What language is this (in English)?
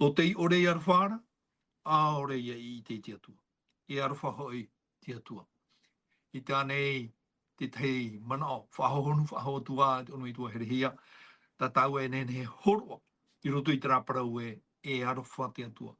Tahitian